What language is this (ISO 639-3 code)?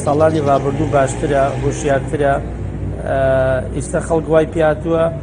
ckb